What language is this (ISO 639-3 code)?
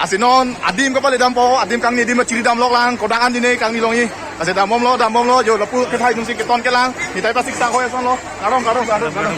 mjw